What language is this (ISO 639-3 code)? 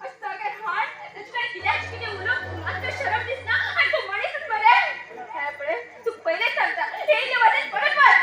kok